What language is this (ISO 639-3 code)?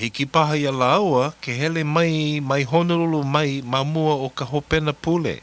haw